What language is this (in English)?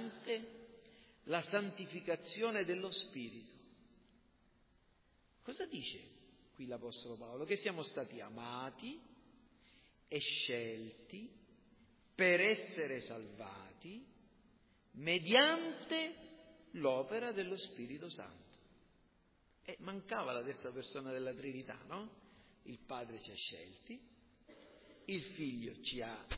Italian